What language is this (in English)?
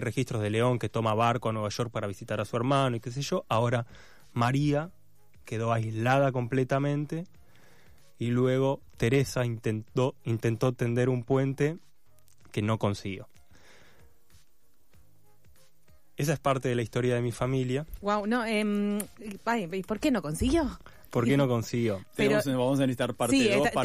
Spanish